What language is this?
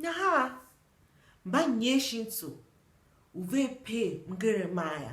Tiv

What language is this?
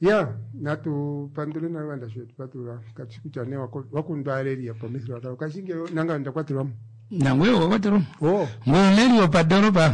Kuanyama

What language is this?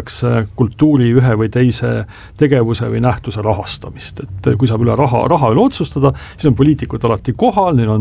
Estonian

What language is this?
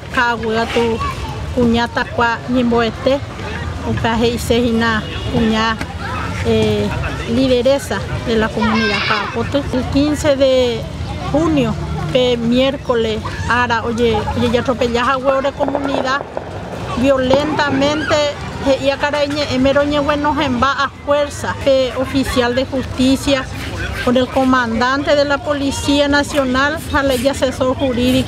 Guarani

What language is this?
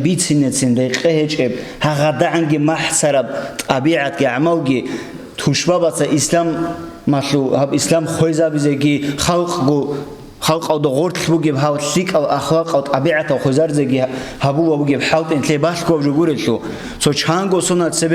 Avaric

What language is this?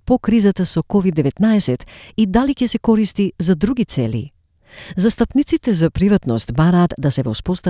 Macedonian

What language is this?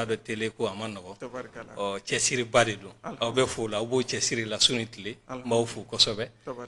Bambara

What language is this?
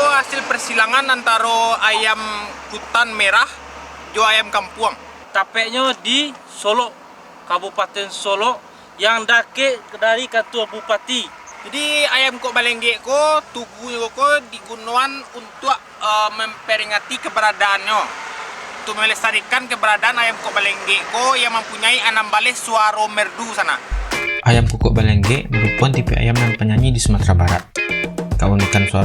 Minangkabau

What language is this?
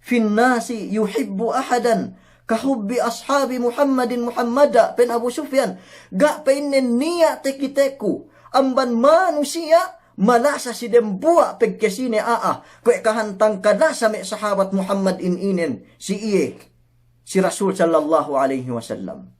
Yakan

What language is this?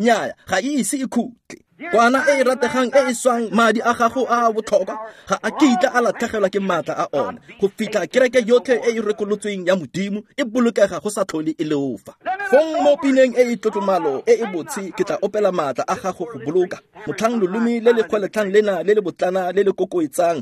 Tswana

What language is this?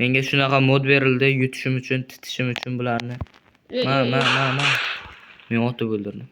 Uzbek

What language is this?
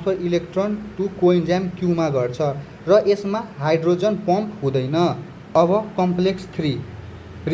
Nepali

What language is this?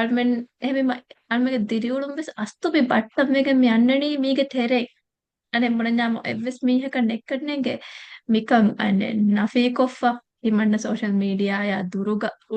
Divehi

